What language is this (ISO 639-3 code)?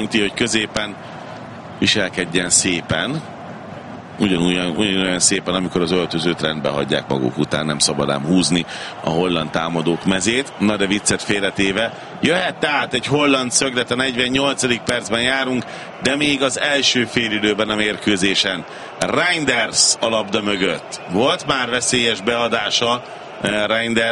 hun